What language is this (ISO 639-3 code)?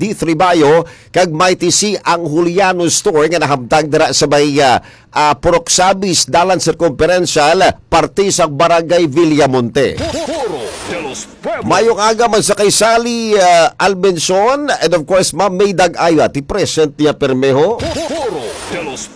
hil